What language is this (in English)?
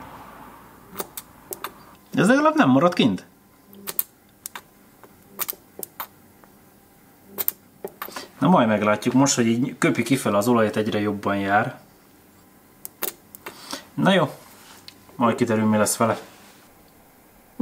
Hungarian